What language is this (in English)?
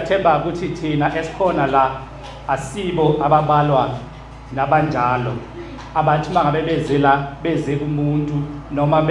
Zulu